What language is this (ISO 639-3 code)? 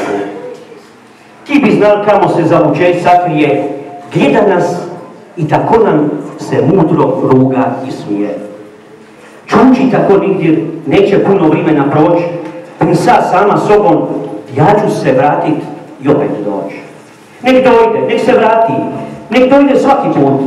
hrv